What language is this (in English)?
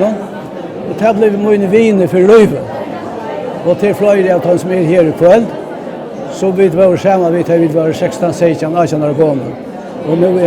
Faroese